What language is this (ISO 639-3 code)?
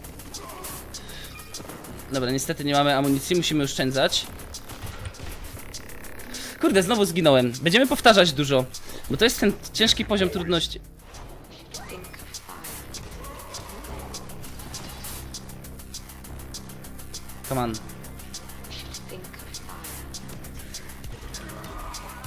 pol